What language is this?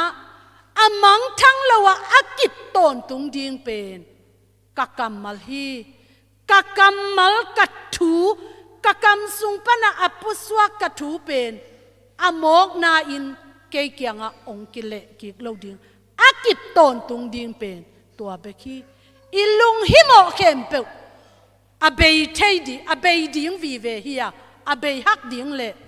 Tedim Chin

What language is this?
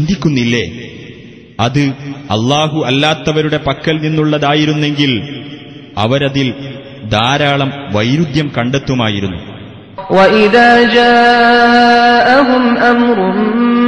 Malayalam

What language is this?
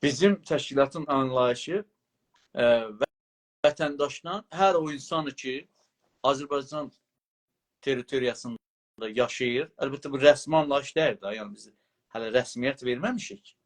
South Azerbaijani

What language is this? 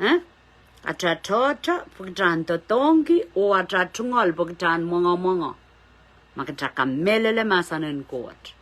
Pohnpeian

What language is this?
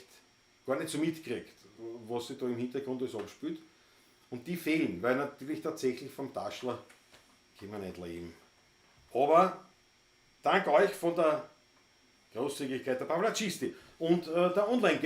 Bavarian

